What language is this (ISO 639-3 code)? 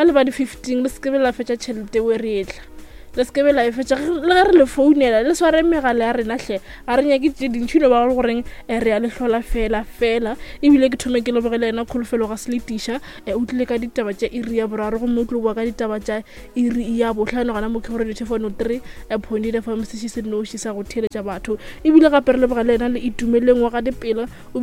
nso